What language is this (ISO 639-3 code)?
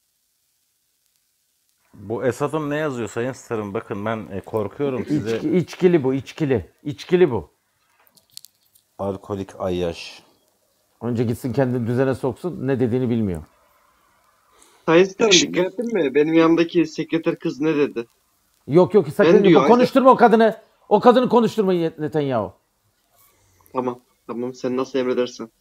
tur